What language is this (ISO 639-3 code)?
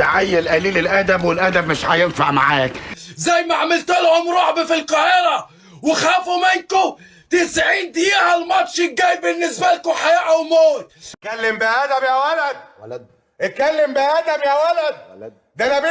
arz